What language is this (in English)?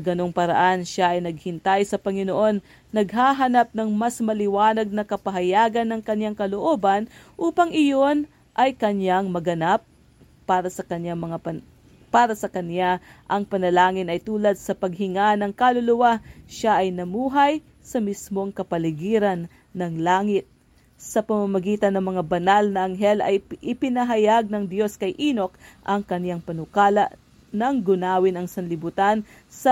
Filipino